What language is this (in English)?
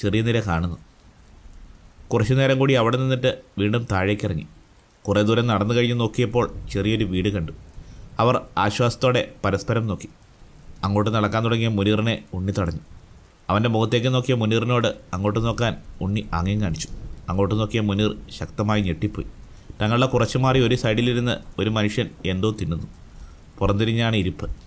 Malayalam